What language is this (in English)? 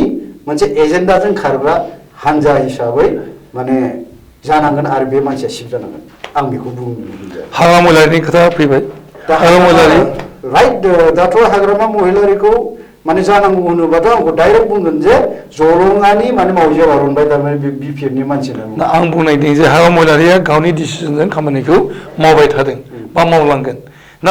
Bodo